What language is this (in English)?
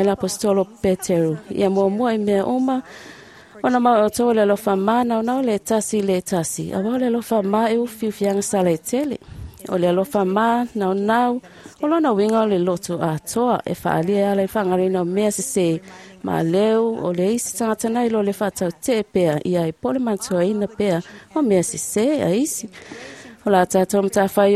Samoan